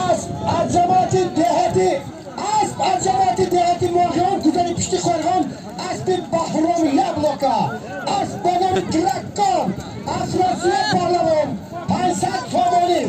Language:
Tajik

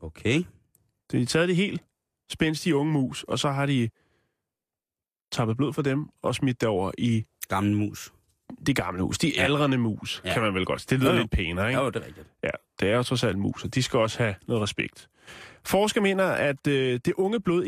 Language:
Danish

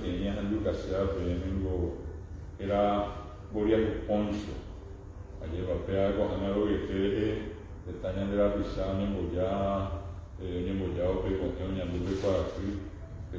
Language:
Guarani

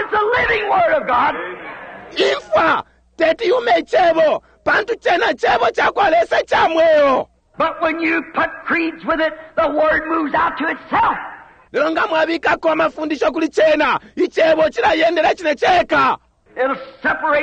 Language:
Bemba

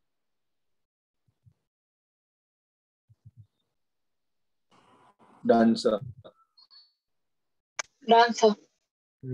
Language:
Hindi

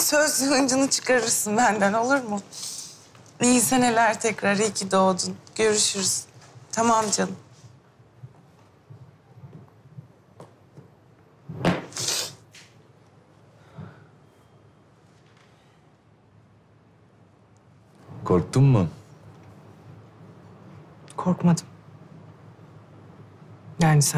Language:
Turkish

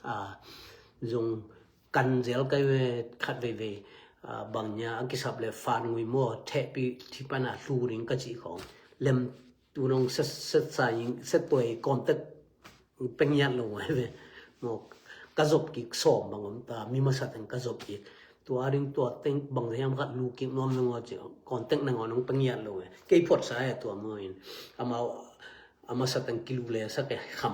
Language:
Tedim Chin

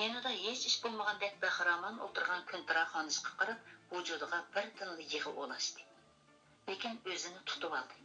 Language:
Uyghur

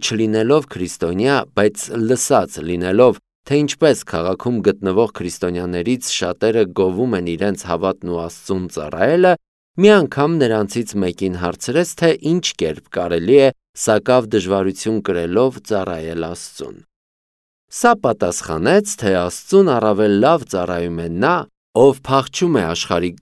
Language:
Armenian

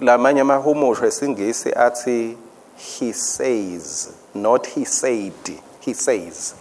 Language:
Swati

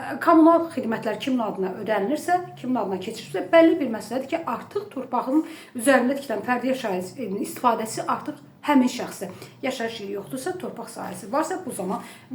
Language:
Azerbaijani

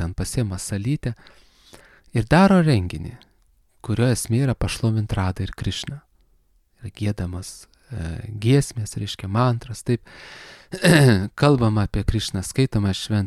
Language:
Lithuanian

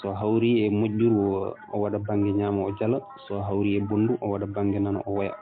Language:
Fula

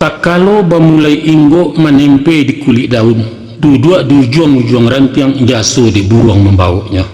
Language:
Minangkabau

